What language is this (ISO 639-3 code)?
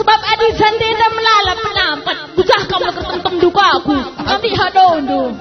btx